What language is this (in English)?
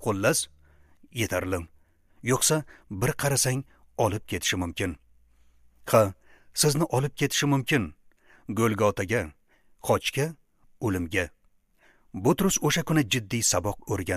Uzbek